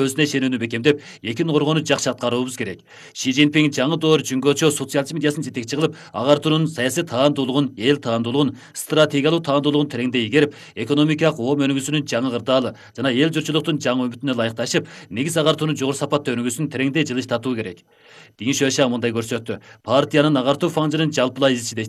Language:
Kyrgyz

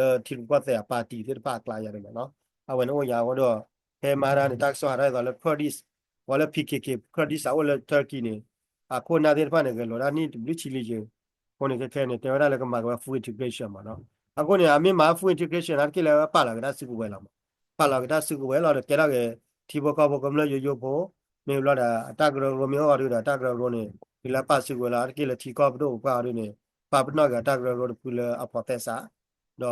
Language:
S'gaw Karen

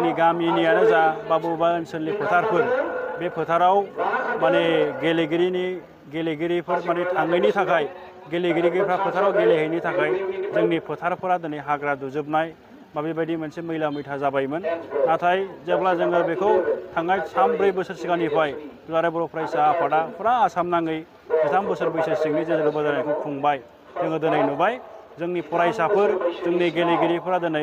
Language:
Bodo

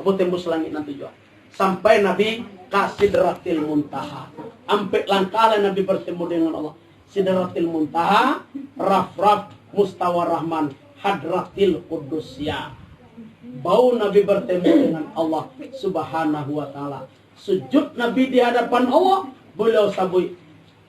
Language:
Minangkabau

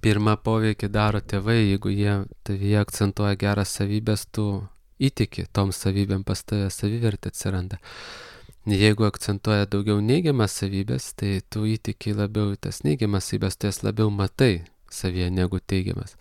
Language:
Lithuanian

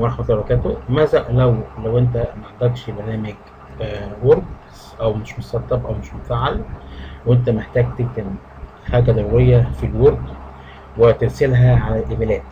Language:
Egyptian Arabic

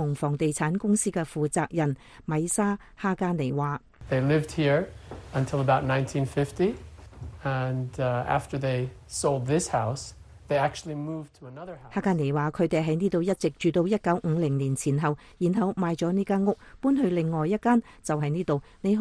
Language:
Cantonese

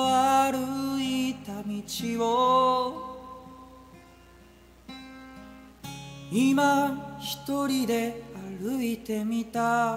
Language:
Japanese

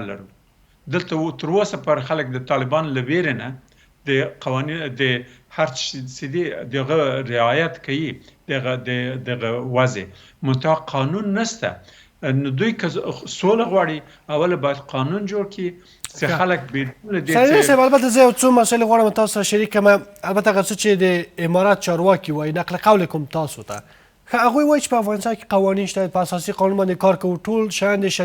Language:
Pashto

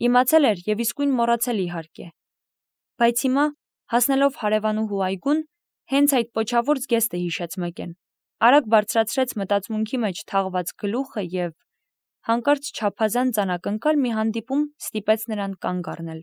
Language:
Armenian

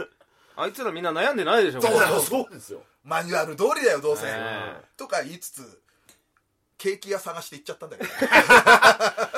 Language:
Japanese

